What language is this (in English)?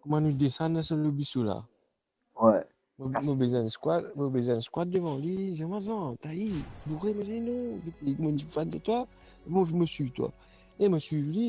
Morisyen